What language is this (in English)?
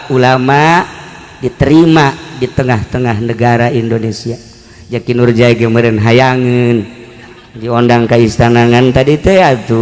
Sundanese